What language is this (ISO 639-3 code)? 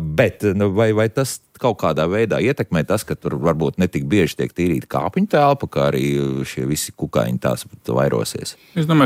lav